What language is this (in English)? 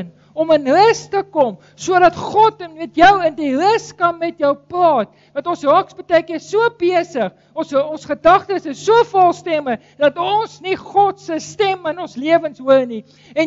Afrikaans